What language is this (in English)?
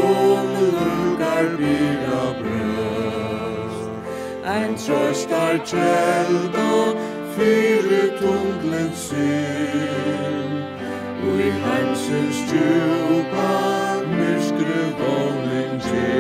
Faroese